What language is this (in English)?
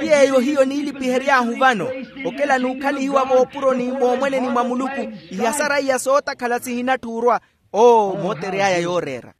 Makhuwa